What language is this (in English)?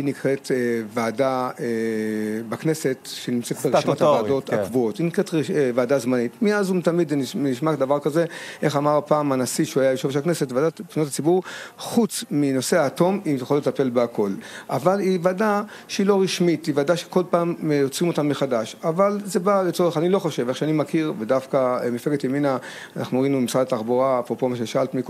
Hebrew